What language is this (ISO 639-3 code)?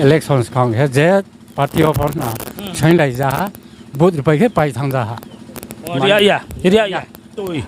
ria